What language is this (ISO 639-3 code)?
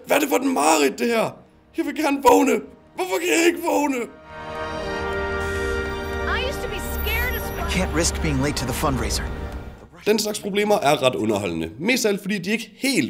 dan